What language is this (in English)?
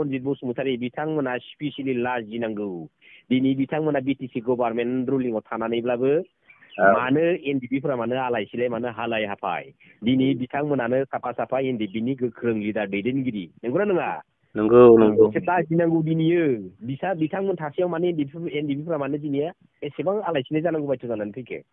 Bodo